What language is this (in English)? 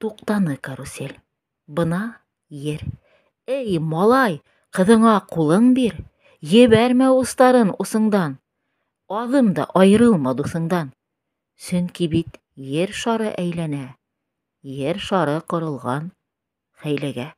Bashkir